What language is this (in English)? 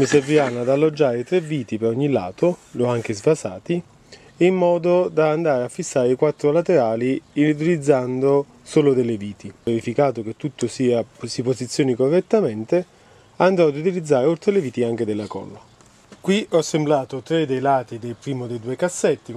Italian